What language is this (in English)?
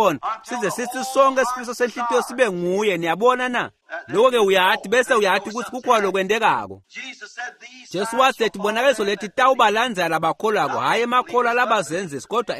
Swati